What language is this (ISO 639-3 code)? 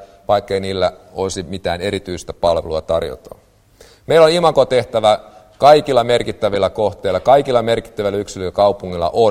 fin